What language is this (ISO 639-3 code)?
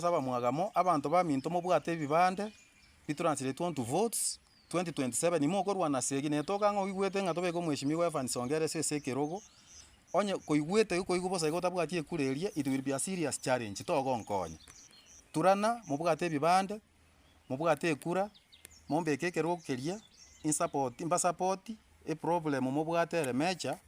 guz